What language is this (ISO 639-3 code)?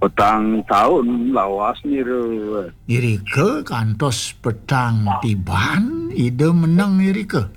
ban